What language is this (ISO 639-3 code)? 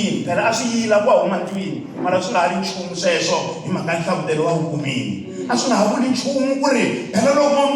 tso